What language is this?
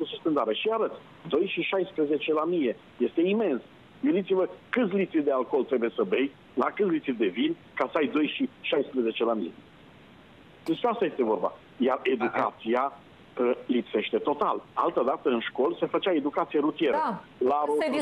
Romanian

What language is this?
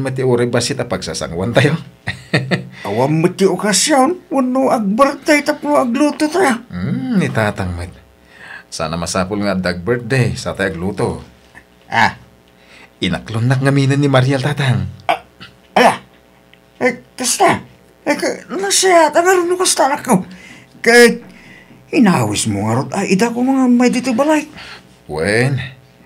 Iloko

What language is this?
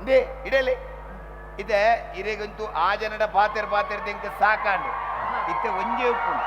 Tulu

